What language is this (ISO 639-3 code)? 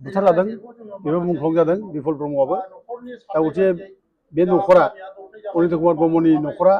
brx